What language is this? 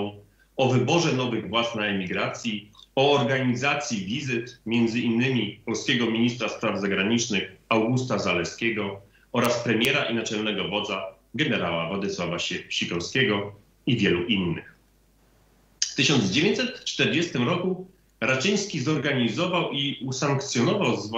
Polish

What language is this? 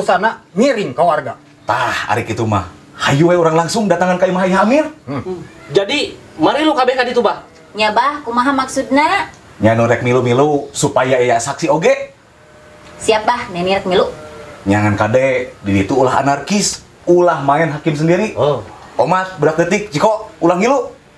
Sundanese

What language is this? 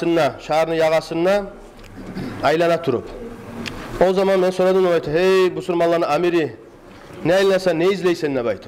Kumyk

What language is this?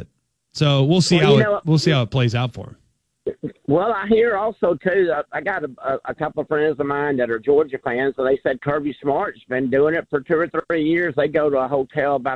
English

